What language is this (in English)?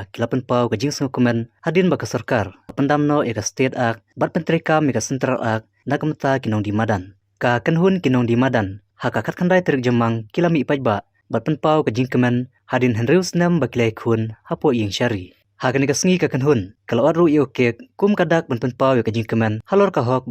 Khasi